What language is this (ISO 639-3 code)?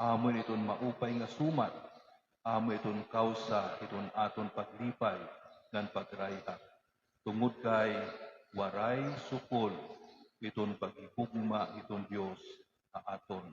war